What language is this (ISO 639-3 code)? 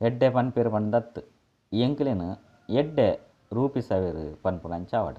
tcy